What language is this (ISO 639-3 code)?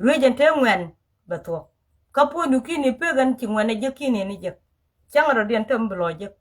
nus